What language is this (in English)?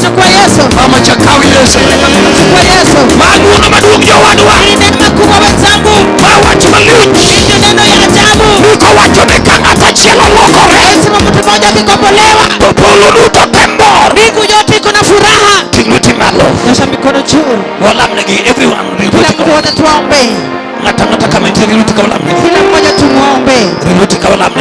Luo (Kenya and Tanzania)